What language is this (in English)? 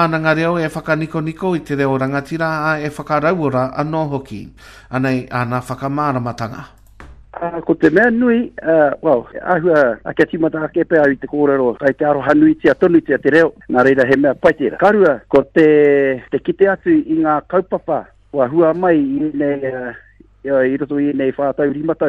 Māori